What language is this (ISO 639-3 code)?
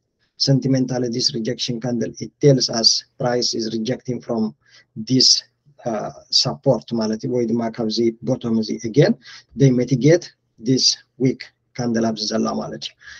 tir